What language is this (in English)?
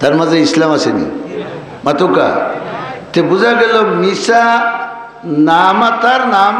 Sylheti